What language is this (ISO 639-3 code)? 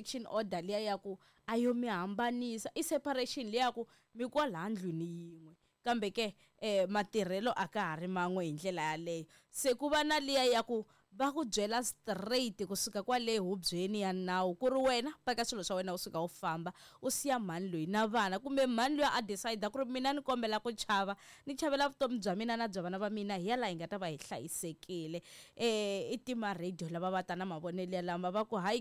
tso